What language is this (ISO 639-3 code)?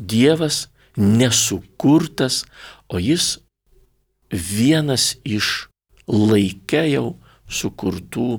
lit